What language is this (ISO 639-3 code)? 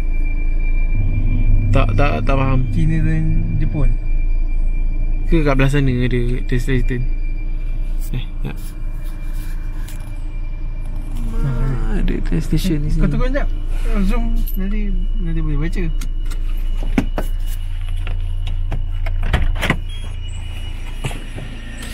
msa